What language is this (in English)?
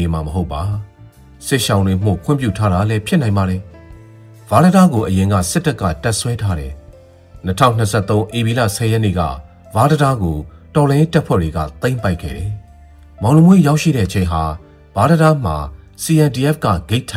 Burmese